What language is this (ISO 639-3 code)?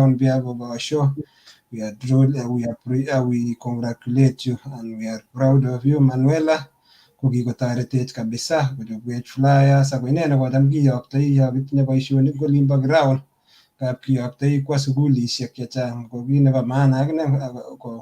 kln